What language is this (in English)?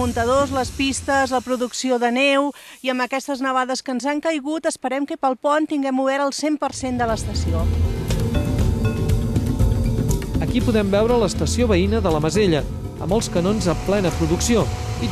Catalan